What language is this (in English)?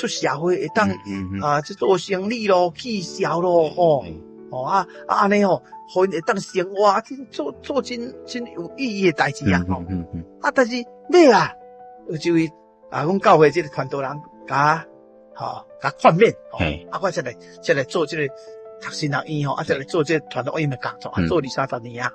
Min Nan Chinese